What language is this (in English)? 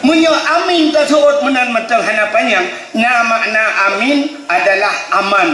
Achinese